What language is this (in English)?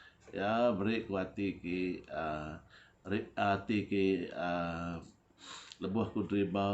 Iban